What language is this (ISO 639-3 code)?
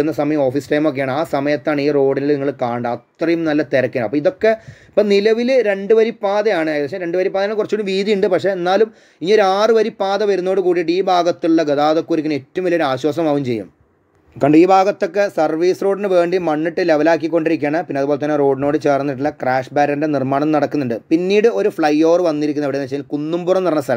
mal